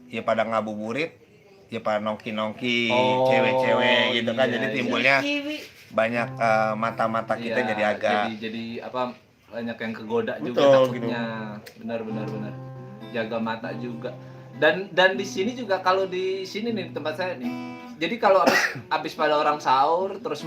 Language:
Betawi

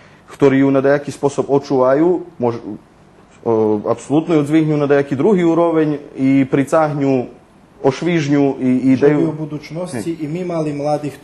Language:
Rusyn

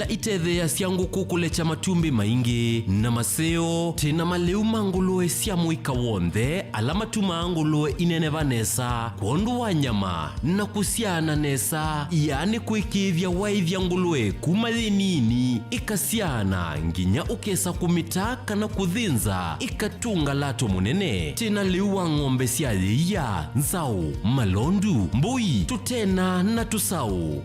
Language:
Kamba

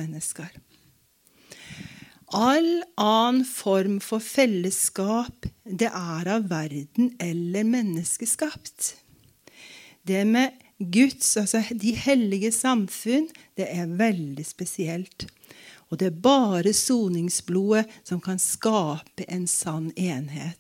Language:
Norwegian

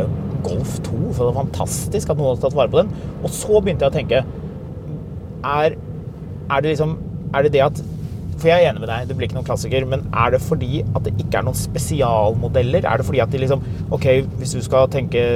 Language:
Norwegian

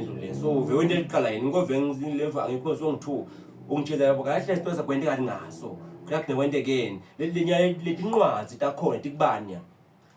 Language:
Zulu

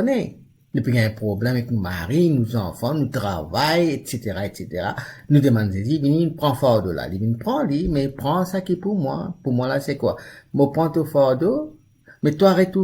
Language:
Morisyen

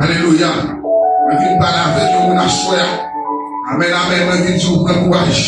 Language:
Haitian Creole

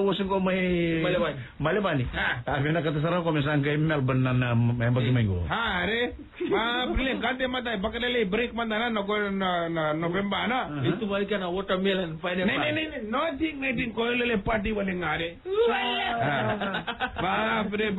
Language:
Fijian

